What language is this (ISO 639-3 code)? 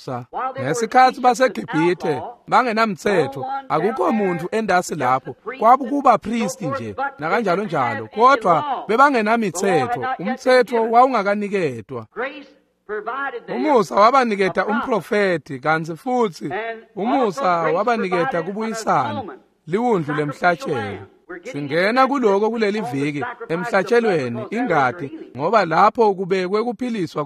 ssw